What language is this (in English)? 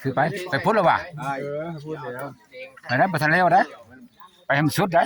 Northeastern Thai